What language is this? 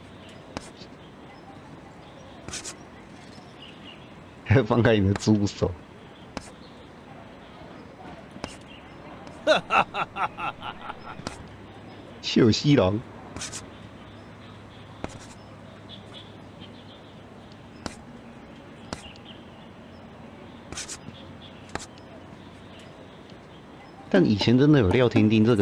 Chinese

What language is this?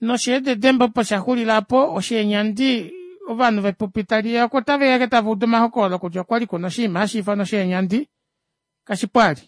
Kuanyama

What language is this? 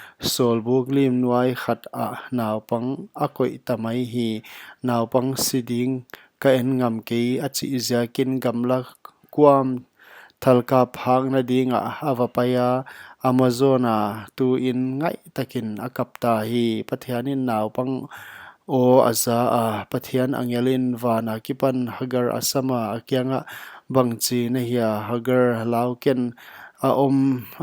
Paite Chin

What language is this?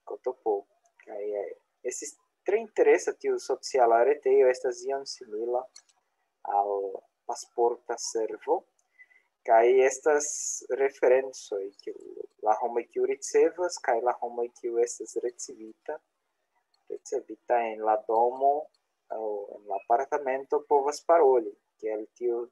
Esperanto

